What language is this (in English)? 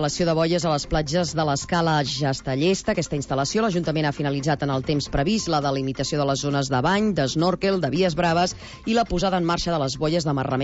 Catalan